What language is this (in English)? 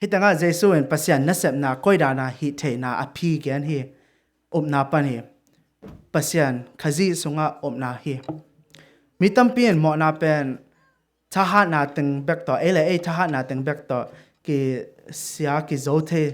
Tedim Chin